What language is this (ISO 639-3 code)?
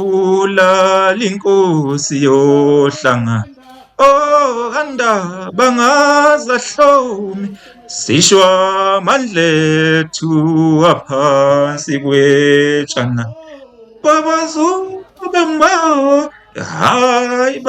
zul